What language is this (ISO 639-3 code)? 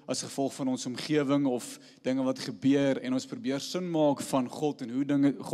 afr